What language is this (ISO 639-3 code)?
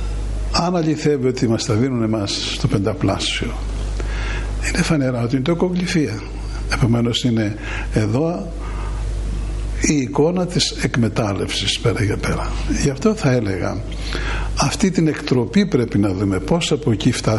ell